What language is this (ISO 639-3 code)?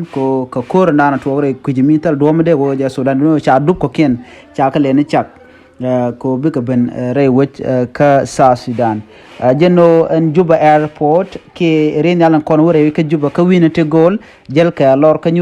nus